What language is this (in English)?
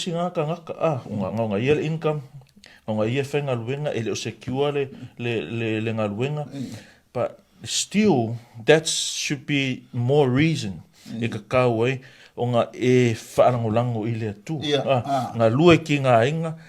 Samoan